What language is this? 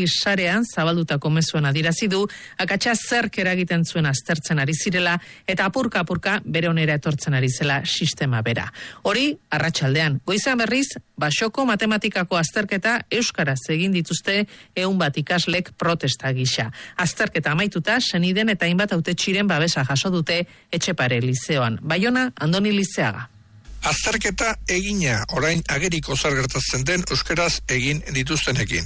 Basque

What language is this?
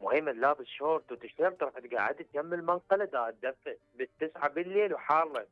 Mesopotamian Arabic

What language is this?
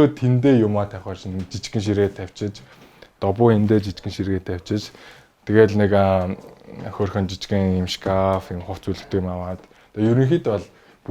Mongolian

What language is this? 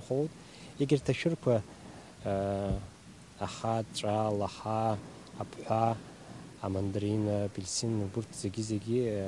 Abkhazian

